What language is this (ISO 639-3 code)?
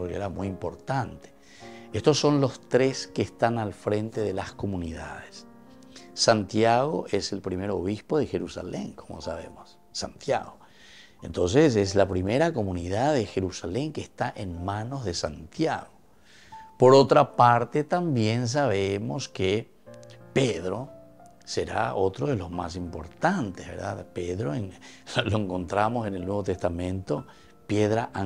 spa